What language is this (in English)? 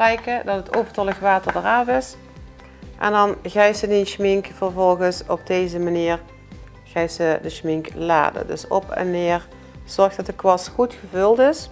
Limburgish